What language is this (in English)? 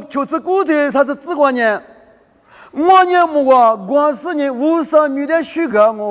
Lisu